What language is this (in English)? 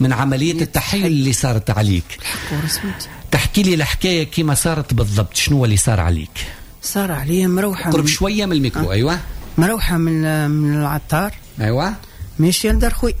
Tunisian Arabic